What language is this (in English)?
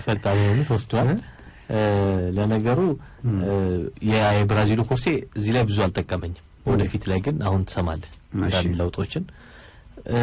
Amharic